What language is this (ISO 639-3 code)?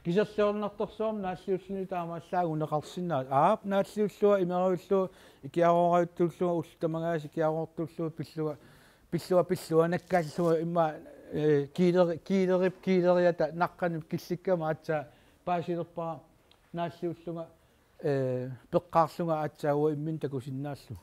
kal